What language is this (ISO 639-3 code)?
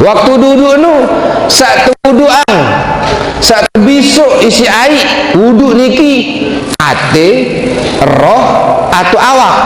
sas